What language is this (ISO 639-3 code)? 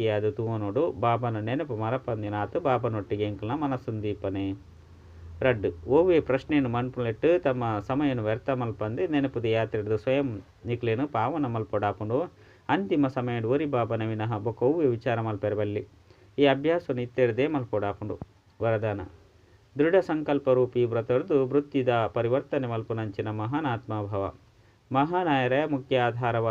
tcy